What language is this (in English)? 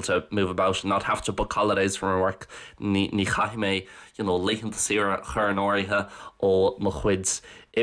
Irish